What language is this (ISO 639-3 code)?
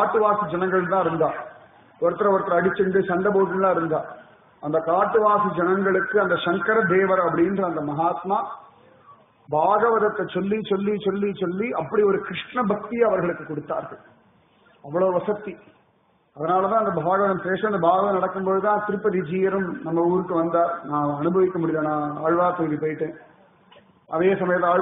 tam